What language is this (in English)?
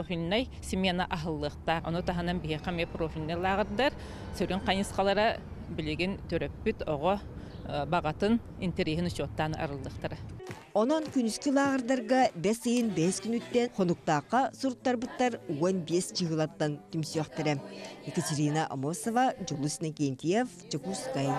Yakut